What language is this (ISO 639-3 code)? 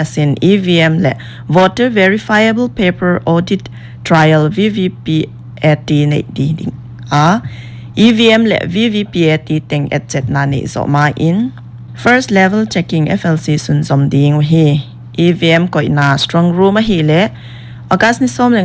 pck